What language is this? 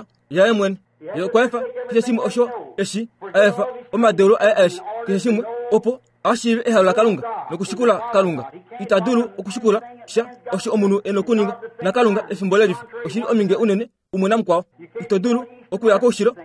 Kuanyama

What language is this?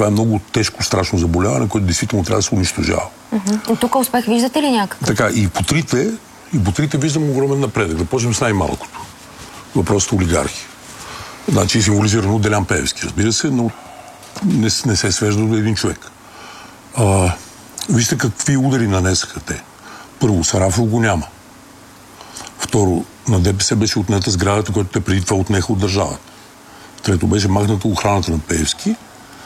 Bulgarian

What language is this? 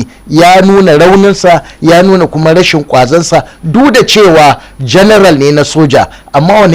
Hausa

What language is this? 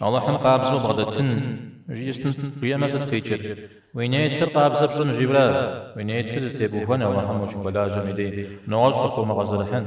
Kabardian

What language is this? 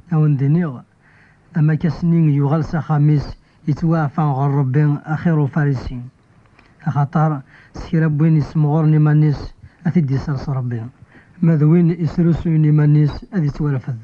Kabyle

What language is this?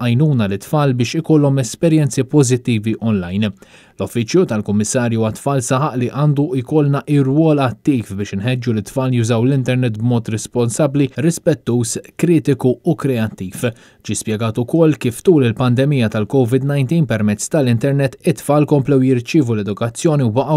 Maltese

